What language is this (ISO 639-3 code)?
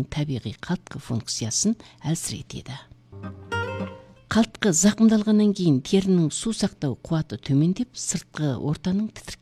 kaz